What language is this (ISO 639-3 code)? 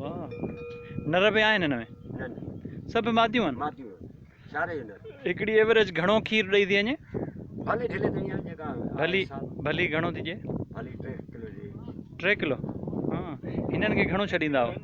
snd